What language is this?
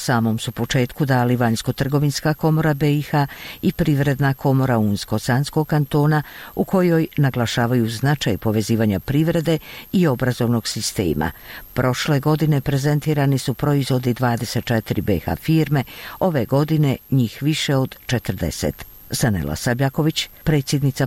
Bosnian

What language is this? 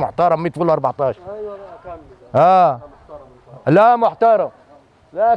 Egyptian Arabic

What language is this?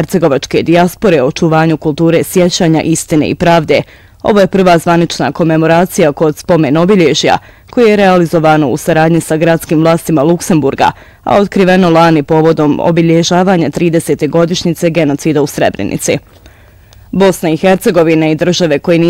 Bosnian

